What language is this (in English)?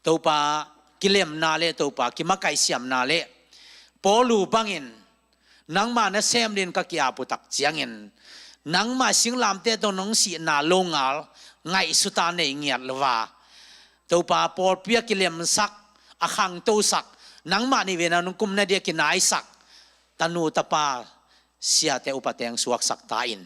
Tedim Chin